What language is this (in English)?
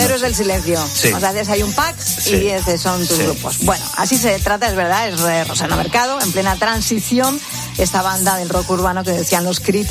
Spanish